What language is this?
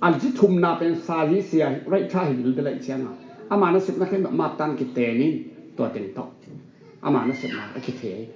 Tedim Chin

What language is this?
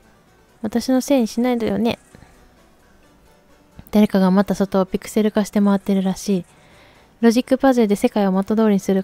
Japanese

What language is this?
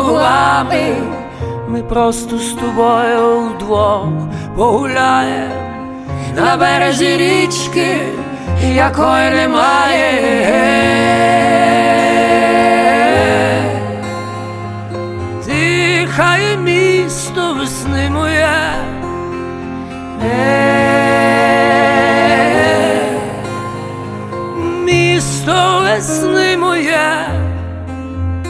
Ukrainian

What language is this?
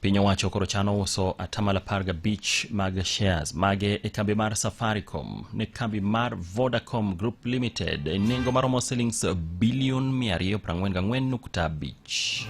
Luo (Kenya and Tanzania)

